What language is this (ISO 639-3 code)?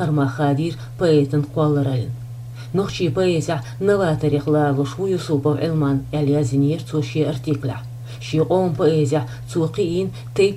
che